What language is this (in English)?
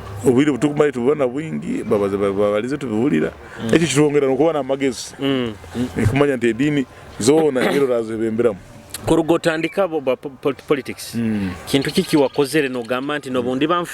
Nyoro